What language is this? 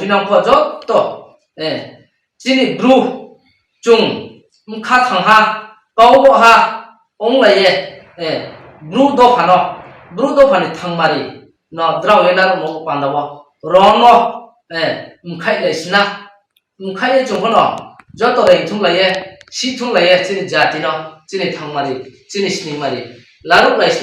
Kok Borok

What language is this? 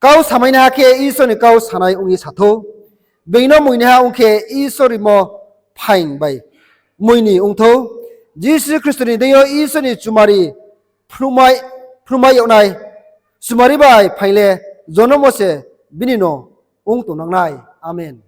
Riang (India)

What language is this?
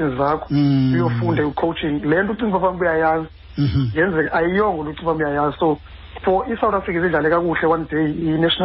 Xhosa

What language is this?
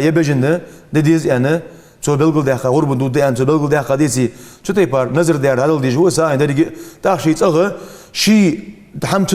Ingush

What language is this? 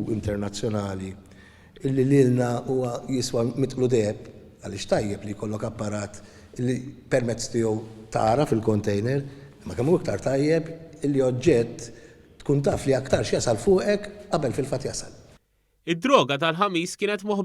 Maltese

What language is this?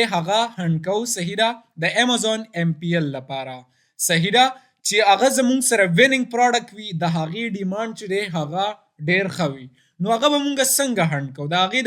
Pashto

